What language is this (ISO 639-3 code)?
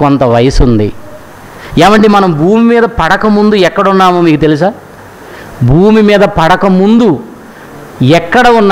tel